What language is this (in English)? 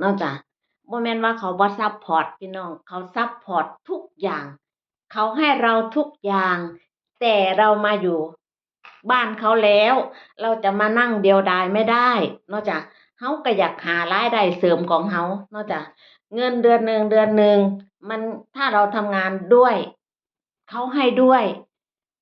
Northeastern Thai